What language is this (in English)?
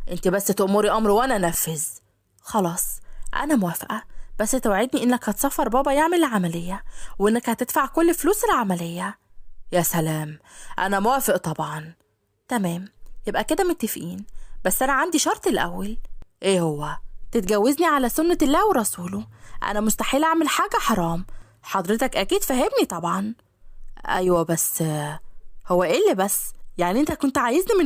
Egyptian Arabic